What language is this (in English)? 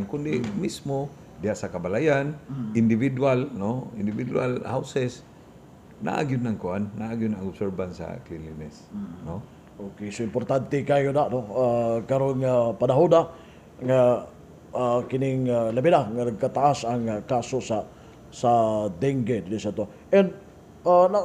Cebuano